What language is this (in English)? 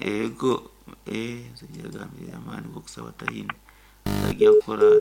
Nyankole